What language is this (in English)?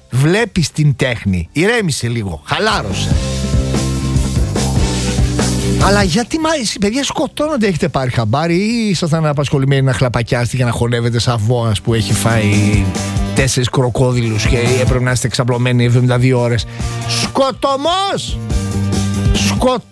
Greek